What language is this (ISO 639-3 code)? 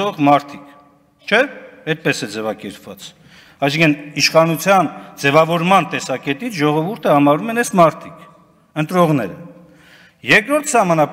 hye